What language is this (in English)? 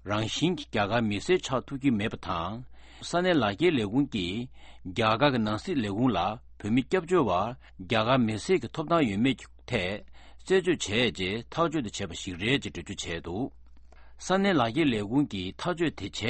Latvian